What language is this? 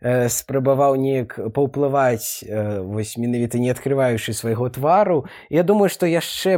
Belarusian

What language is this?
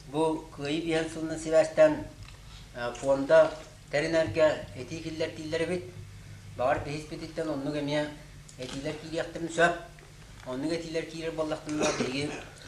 Yakut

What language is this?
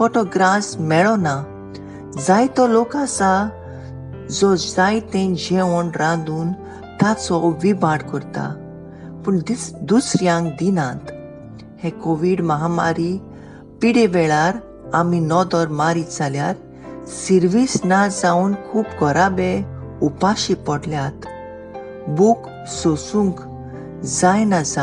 Konkani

